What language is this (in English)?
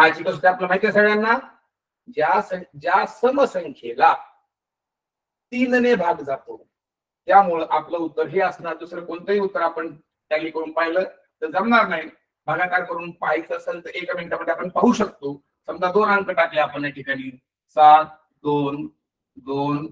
Marathi